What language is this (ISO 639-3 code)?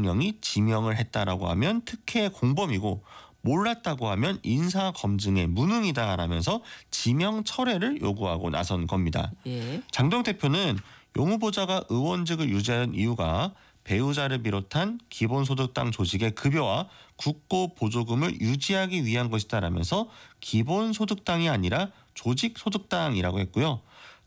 kor